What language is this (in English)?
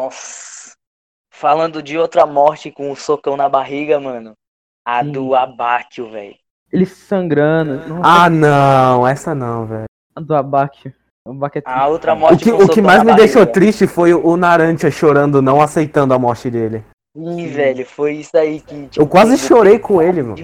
Portuguese